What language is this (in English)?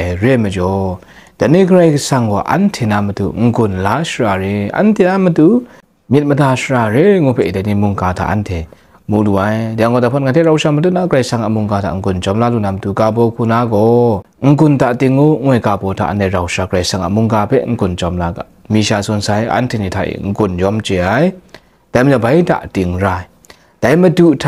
Kachin